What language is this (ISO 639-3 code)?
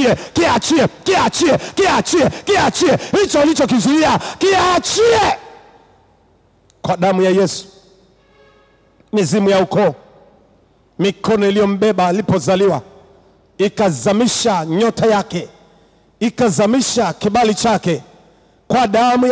swa